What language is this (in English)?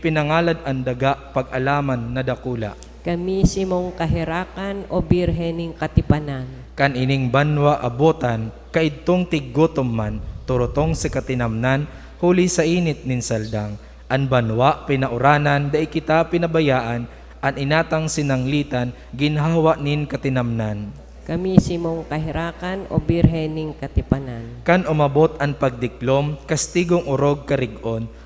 Bikol